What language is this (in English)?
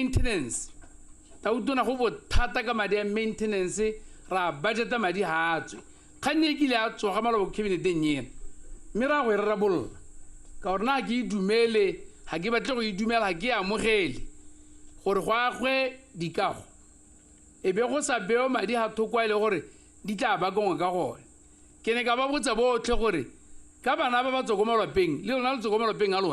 Tswana